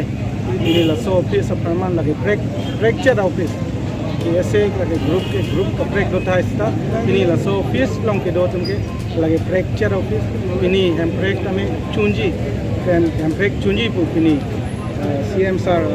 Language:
Karbi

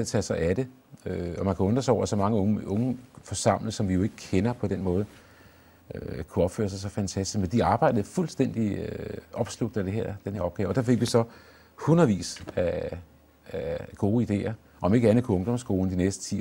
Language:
Danish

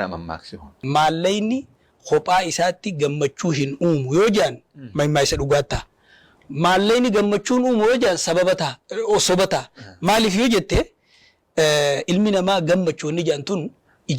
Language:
Oromo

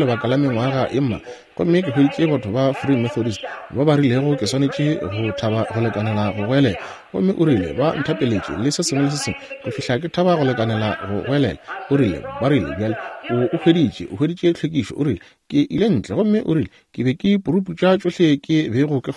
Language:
Northern Sotho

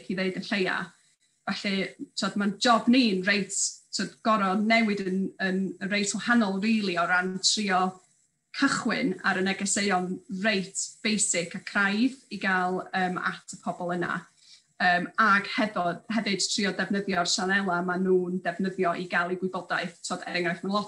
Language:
Welsh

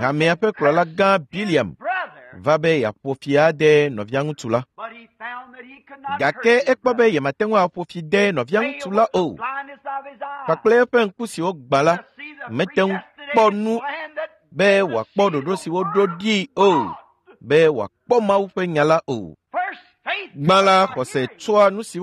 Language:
Ewe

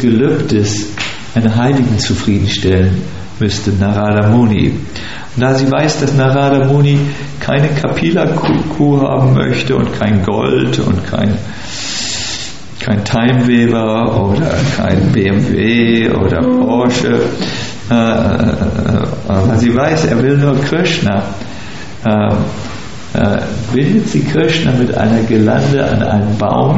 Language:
German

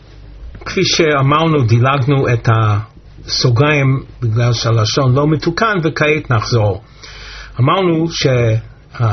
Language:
Hebrew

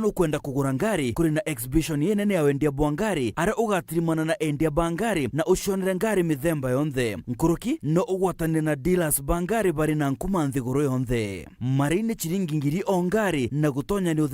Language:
Meru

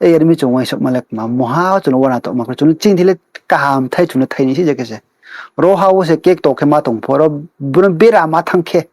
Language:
Riang (India)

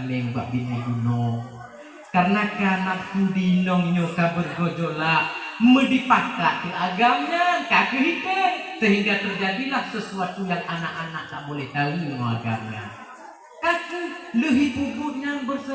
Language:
Achinese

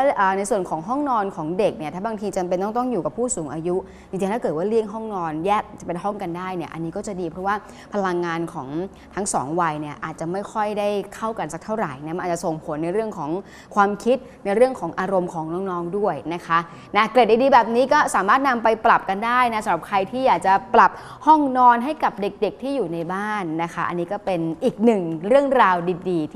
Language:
Thai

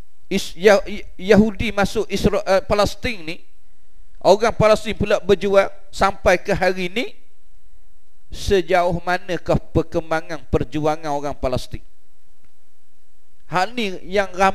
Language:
Malay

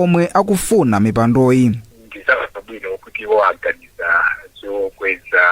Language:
Nyanja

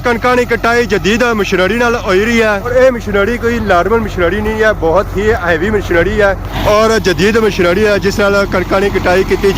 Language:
Pahari-Potwari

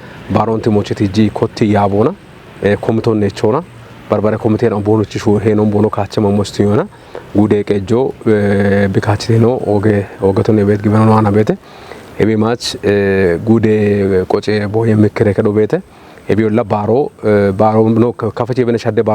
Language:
Kafa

